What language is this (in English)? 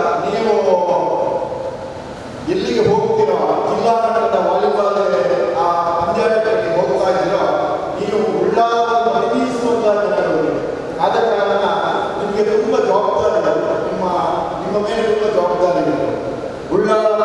Kannada